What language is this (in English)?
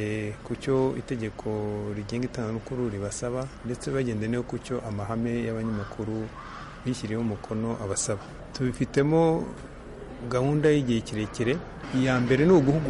Kinyarwanda